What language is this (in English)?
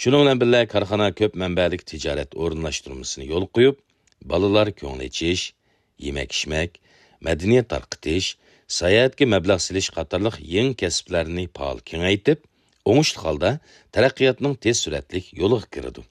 Uyghur